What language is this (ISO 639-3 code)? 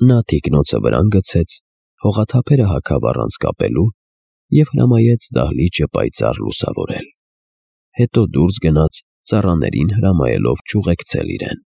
hye